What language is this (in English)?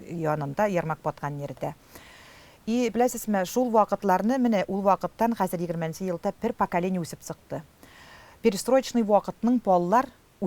Tatar